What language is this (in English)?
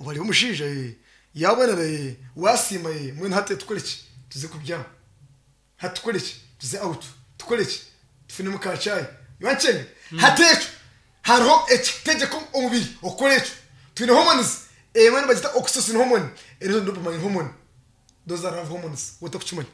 Nyankole